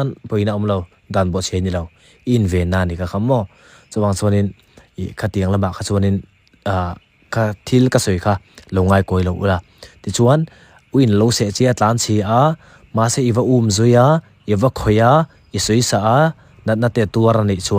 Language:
Mizo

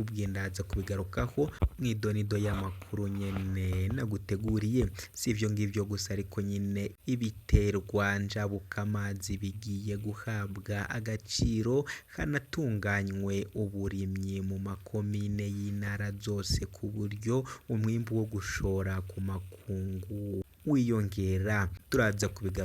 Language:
Rundi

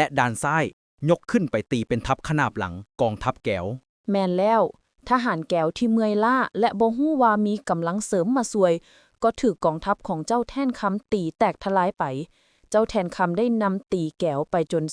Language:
Lao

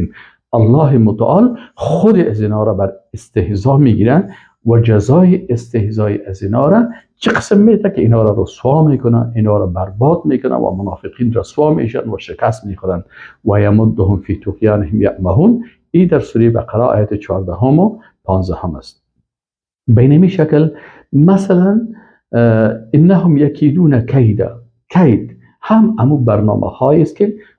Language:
Persian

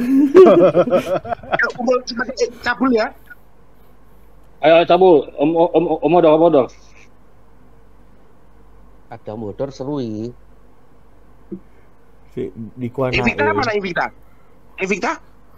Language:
Indonesian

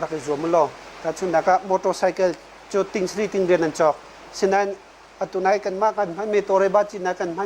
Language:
Hakha Chin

